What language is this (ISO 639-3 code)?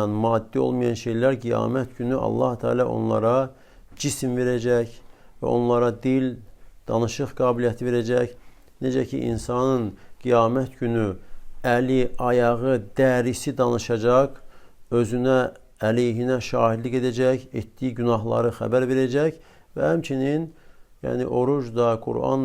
aze